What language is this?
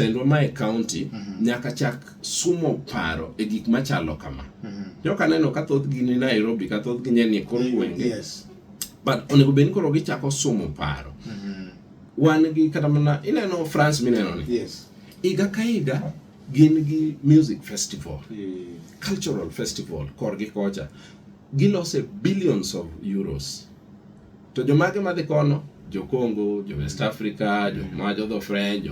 Luo (Kenya and Tanzania)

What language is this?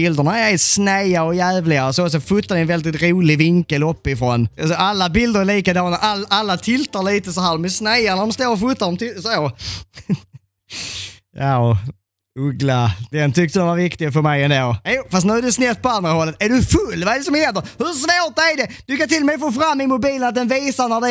Swedish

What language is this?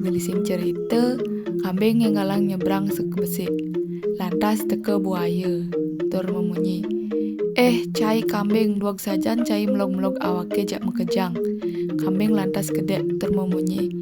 Balinese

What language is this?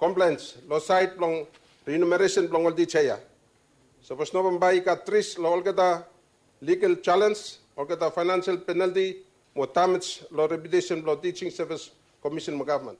Bislama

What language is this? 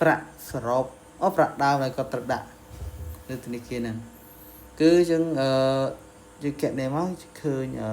Khmer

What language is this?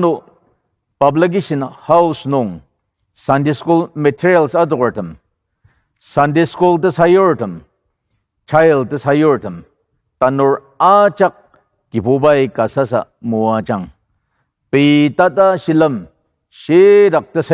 Ao Naga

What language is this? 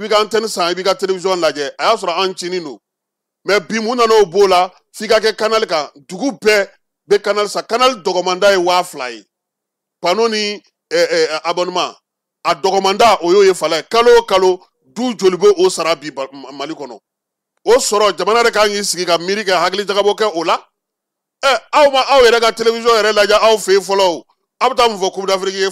Bambara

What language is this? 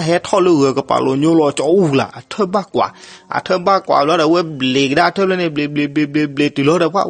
S'gaw Karen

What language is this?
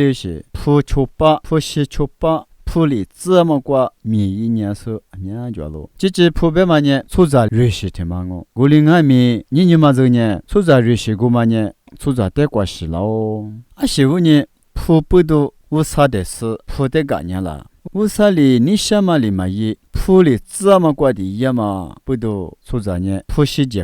Lisu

